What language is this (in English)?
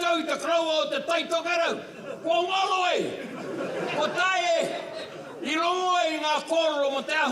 Māori